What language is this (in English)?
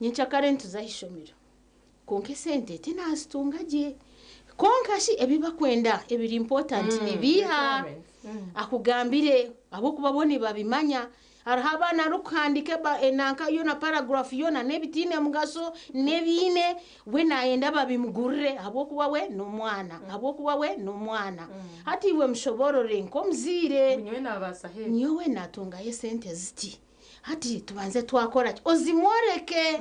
Nyankole